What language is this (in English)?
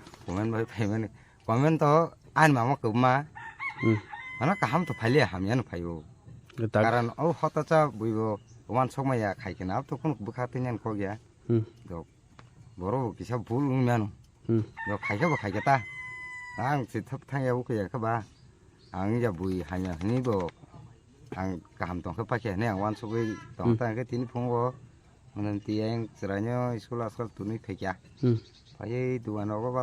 Kok Borok